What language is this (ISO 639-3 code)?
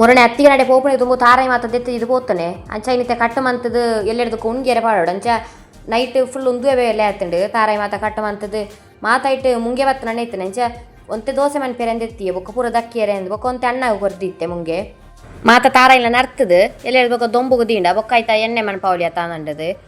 tcy